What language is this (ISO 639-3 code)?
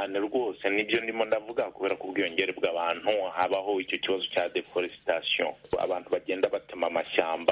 kin